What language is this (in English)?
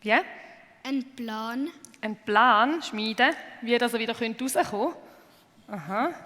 Swiss German